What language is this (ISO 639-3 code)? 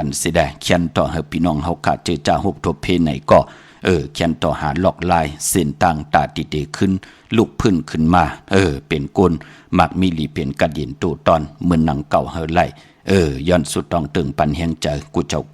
shn